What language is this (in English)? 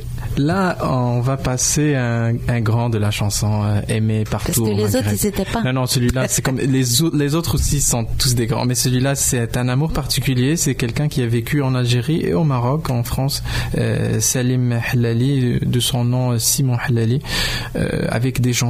French